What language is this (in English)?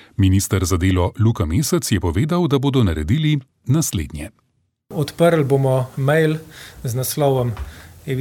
Slovenian